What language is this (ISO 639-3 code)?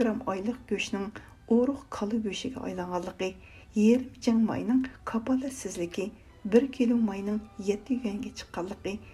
uig